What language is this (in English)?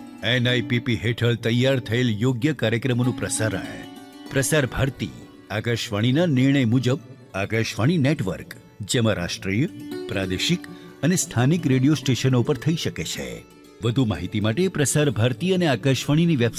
Gujarati